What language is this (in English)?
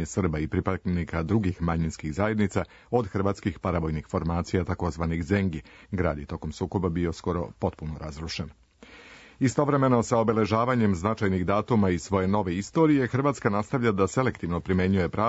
Serbian